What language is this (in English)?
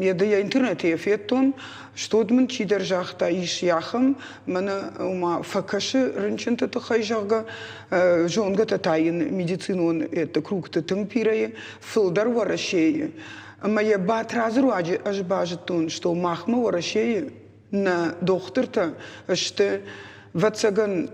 Ossetic